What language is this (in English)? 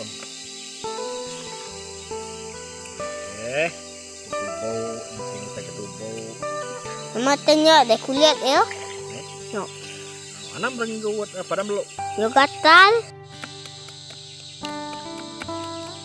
Iban